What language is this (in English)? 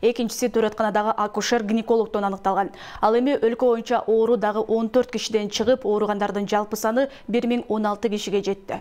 Kyrgyz